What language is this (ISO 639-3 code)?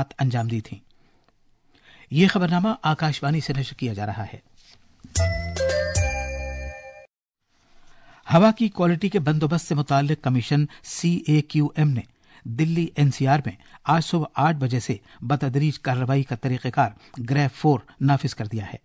urd